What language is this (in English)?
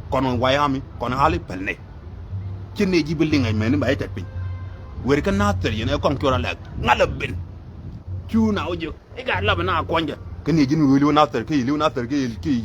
Nuer